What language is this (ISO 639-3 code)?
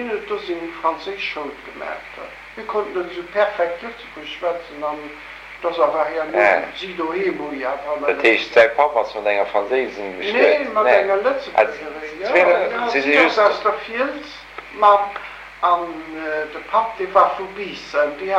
ltz